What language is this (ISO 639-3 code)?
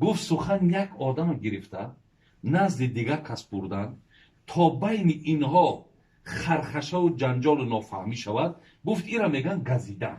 tgk